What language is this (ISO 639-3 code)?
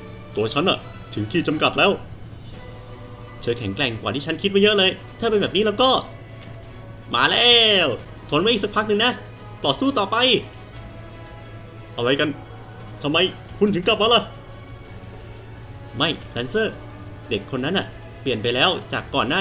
tha